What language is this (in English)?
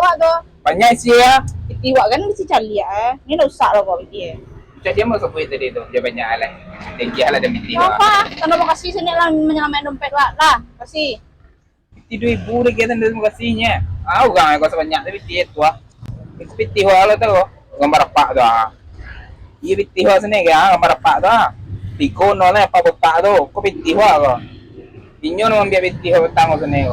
Minangkabau